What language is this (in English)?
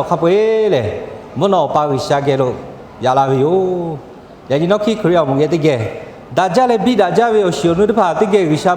Lahu